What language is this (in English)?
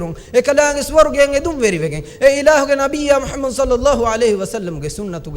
Divehi